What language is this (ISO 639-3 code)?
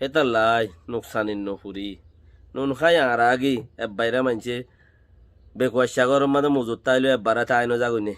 rhg